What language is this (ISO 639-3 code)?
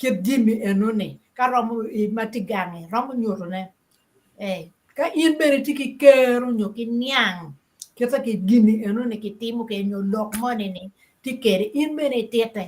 ach